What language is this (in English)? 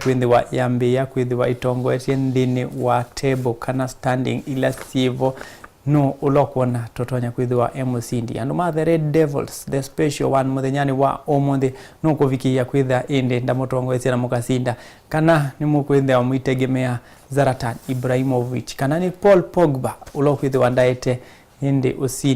Kamba